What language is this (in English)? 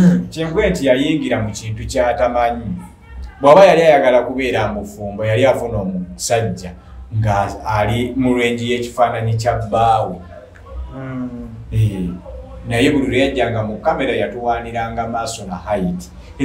Ganda